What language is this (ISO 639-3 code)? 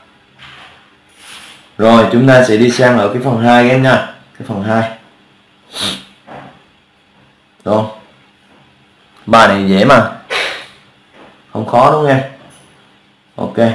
vie